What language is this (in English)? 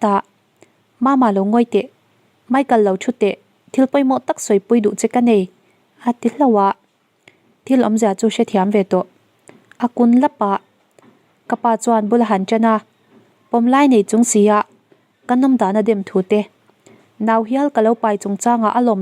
Mizo